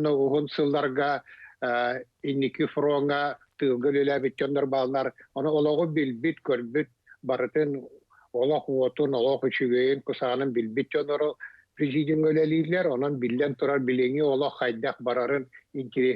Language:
Yakut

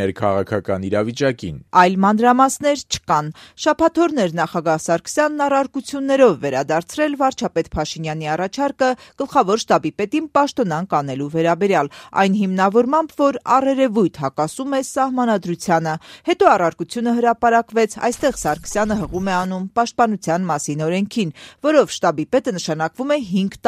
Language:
Armenian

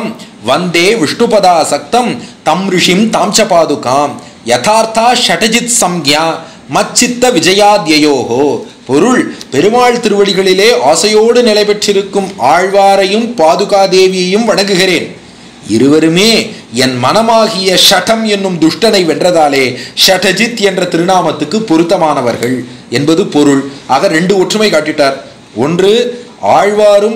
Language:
Tamil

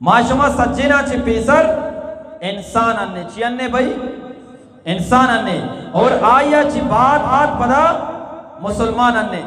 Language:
Eastern Balochi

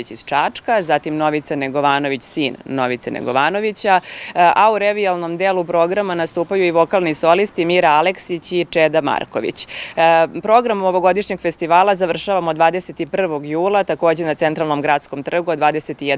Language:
Serbian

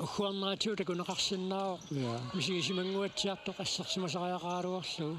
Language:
Kalaallisut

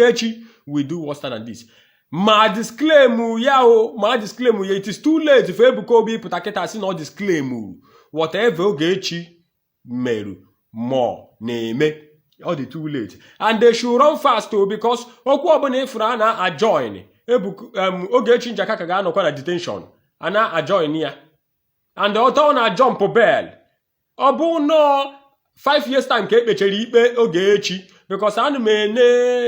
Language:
Igbo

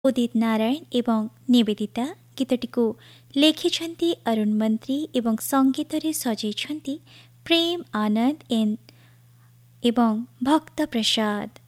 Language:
Odia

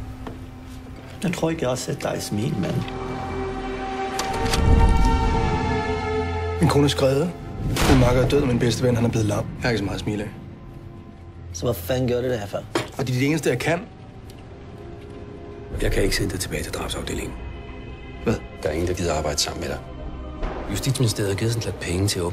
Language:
Danish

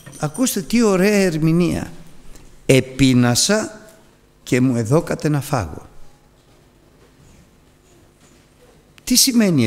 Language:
Greek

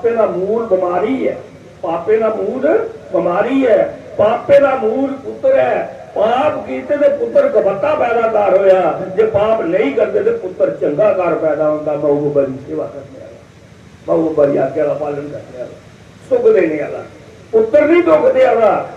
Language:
Dogri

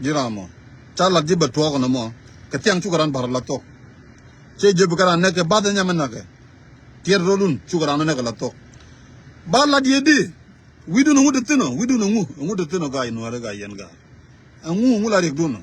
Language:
Nuer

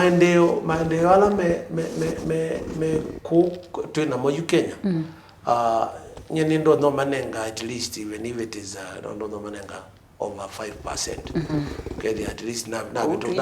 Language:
Kamba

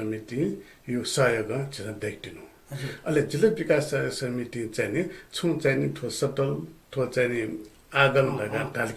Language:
Newari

